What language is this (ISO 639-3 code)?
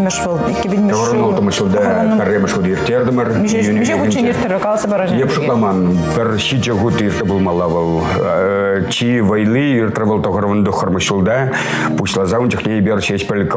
chv